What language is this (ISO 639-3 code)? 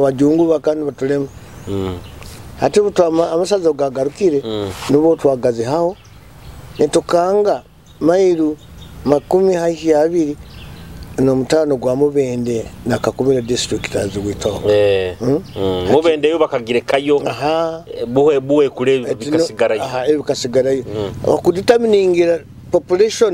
nyo